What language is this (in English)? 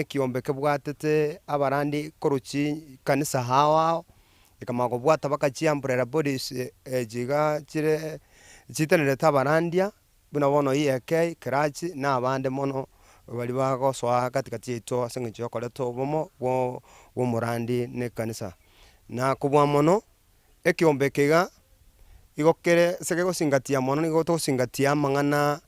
Gusii